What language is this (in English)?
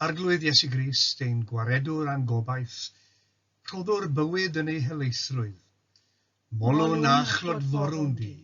Welsh